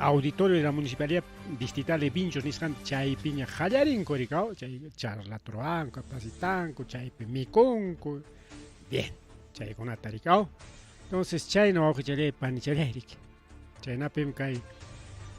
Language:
Ayacucho Quechua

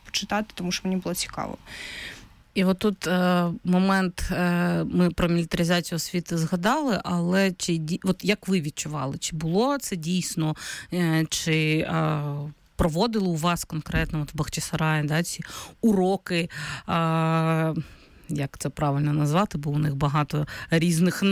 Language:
Ukrainian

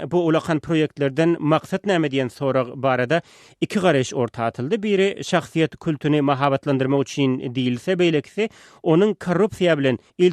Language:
Turkmen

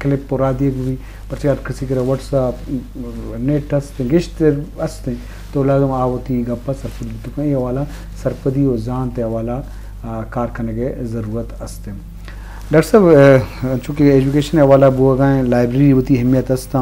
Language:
Eastern Balochi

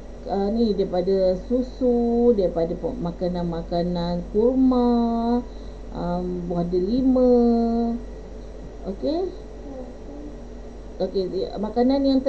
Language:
Malay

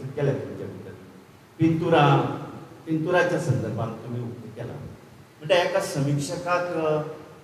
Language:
Konkani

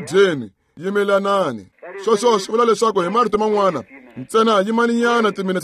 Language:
Tsonga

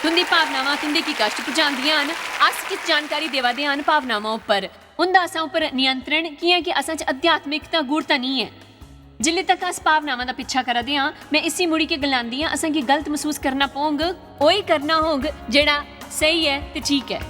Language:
Dogri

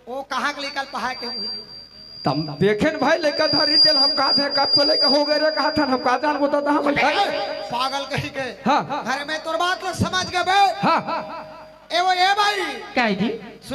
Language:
Chhattisgarhi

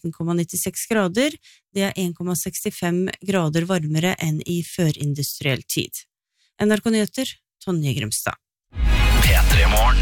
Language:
Norwegian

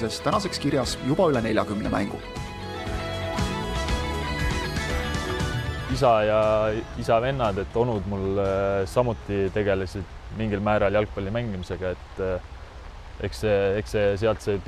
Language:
Estonian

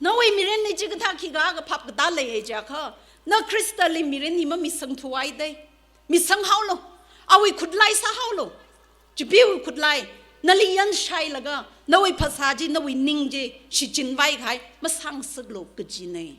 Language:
Tangkhul Naga (India)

